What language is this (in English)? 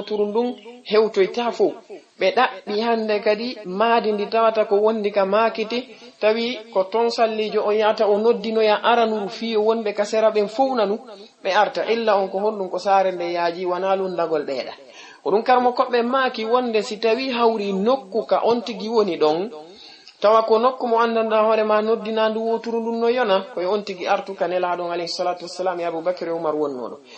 Fula